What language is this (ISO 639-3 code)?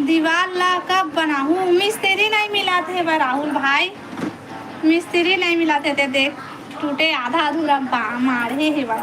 hne